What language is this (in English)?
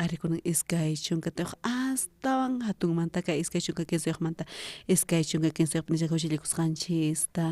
South Bolivian Quechua